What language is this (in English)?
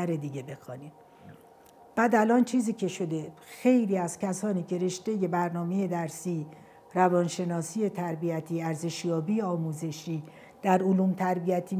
Persian